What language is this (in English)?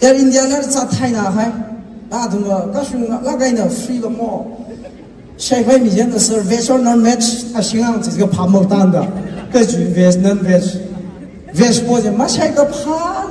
Tangkhul Naga (India)